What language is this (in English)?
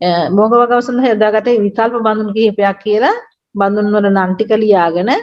Sinhala